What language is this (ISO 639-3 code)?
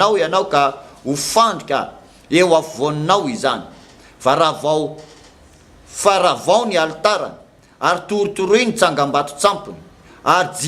mlg